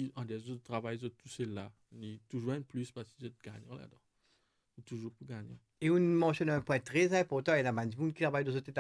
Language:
Morisyen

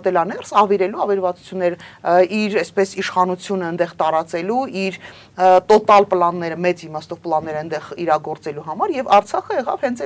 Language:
Armenian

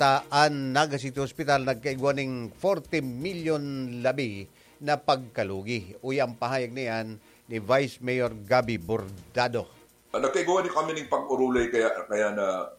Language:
Bikol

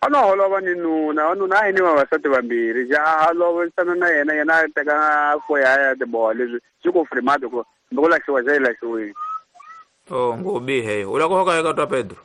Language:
Tsonga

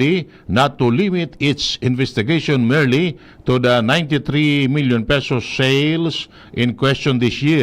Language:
Bikol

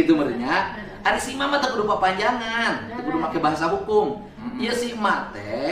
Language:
Sundanese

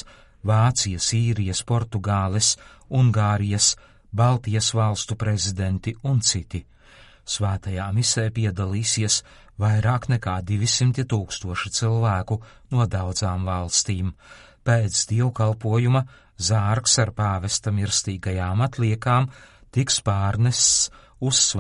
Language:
Latvian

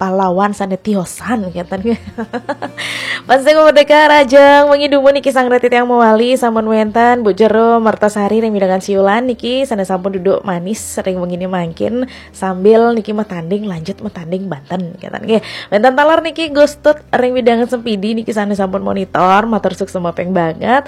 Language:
Balinese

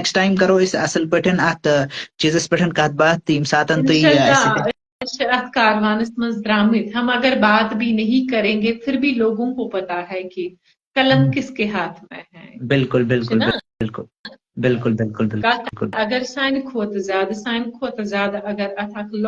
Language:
Kashmiri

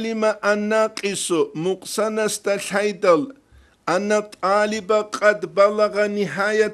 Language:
Avaric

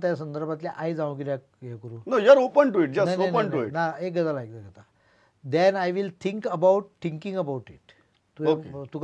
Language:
Konkani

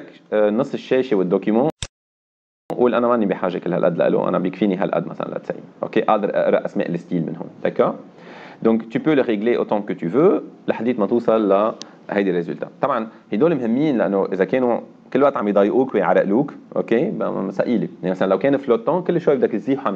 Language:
North Levantine Arabic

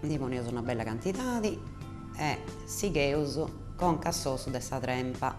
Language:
Sardinian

